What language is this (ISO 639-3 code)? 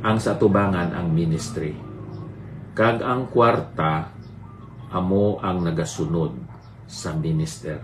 hil